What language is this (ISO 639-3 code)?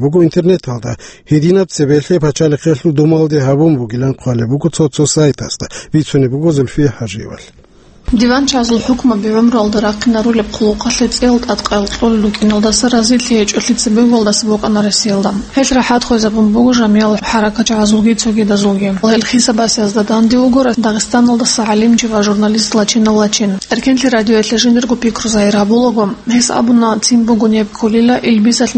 ava